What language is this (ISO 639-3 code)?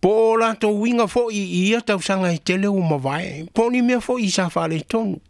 smo